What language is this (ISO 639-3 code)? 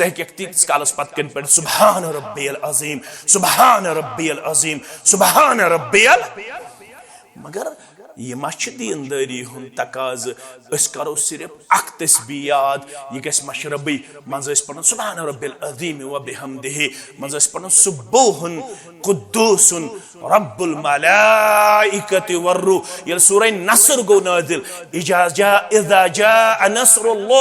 kas